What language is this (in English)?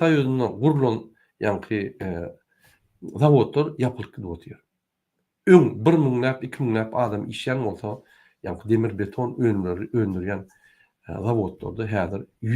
Turkmen